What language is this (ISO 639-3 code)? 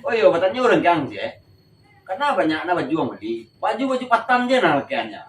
min